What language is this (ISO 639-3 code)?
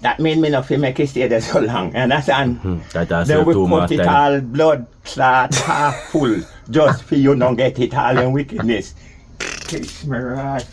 jam